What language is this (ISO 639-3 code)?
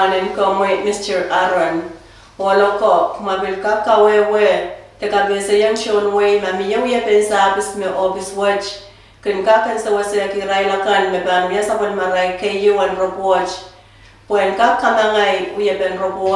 pon